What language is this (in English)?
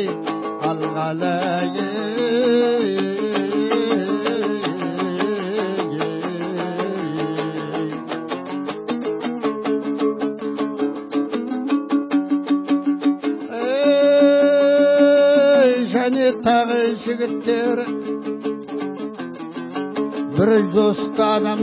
Kazakh